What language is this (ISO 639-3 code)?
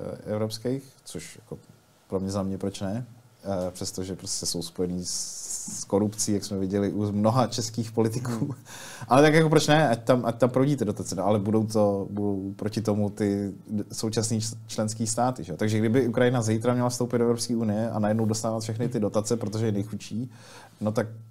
ces